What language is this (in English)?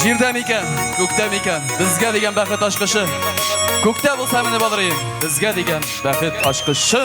Tatar